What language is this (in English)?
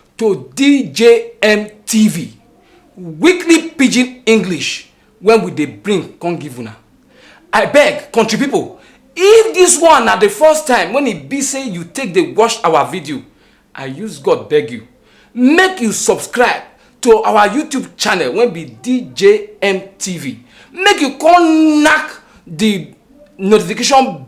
Nigerian Pidgin